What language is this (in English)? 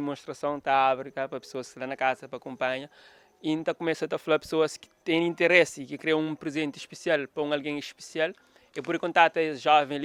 Kabuverdianu